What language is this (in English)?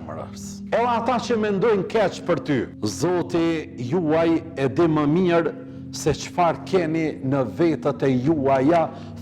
Albanian